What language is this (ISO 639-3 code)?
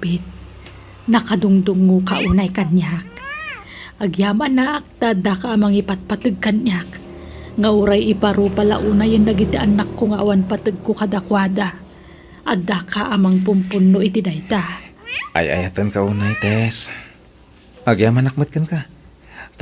ilo